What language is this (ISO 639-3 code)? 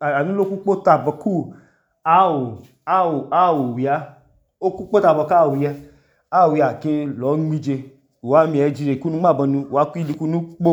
idu